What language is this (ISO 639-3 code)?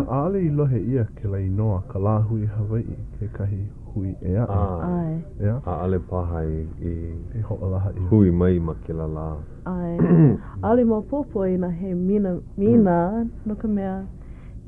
haw